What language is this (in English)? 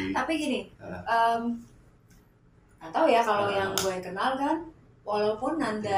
Indonesian